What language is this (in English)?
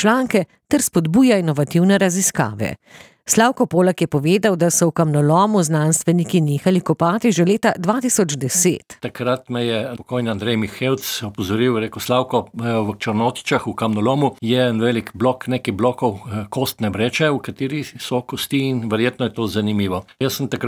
Slovenian